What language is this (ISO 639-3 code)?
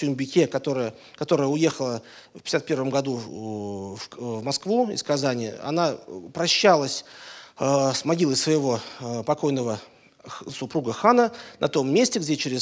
rus